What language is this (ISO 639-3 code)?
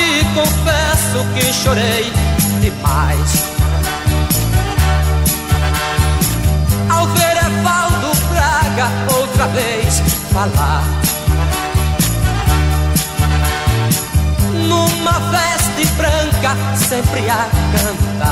por